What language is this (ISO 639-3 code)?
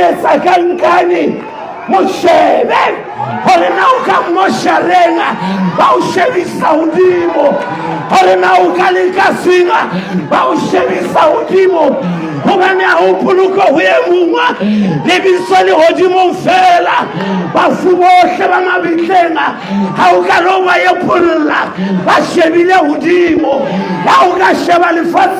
sot